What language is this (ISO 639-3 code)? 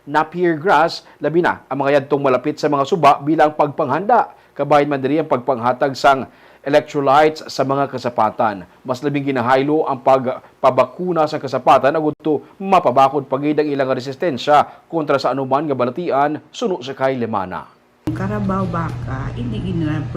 hil